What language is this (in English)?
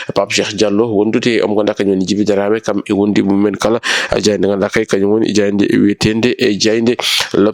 Fula